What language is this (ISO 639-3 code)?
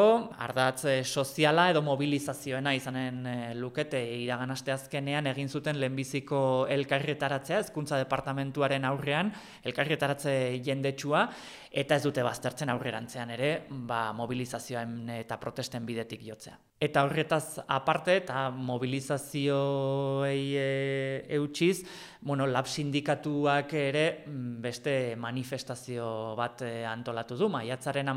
eus